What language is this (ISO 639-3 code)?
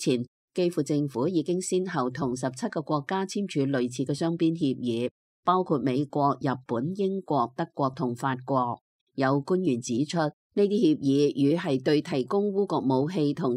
yue